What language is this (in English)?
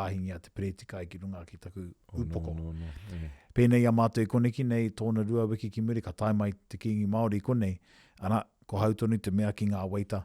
Māori